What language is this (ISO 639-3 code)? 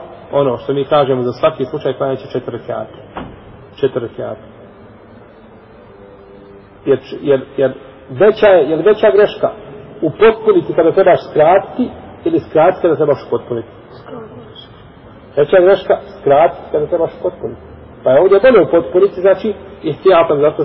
bos